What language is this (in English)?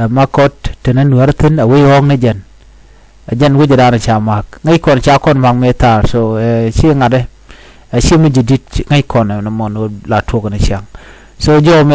Nuer